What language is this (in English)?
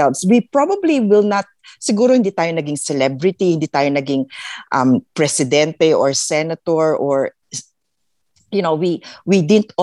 Filipino